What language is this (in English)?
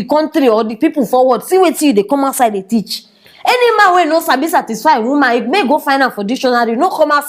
Nigerian Pidgin